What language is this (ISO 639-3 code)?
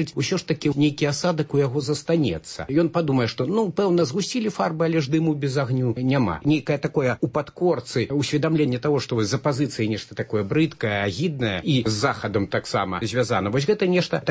bel